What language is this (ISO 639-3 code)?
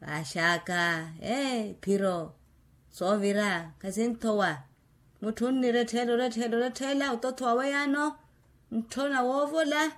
vmw